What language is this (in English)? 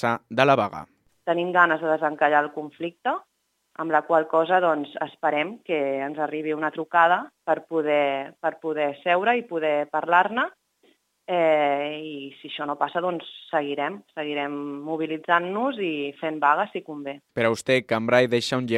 Catalan